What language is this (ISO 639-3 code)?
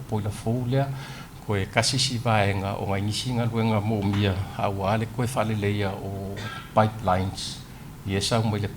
smo